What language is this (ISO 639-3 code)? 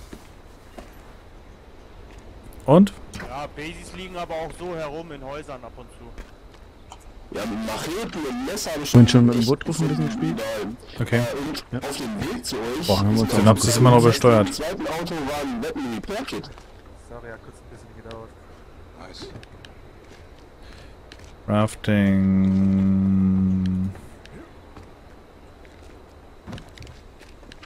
deu